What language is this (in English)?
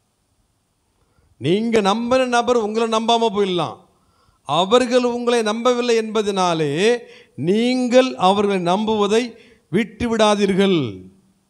Tamil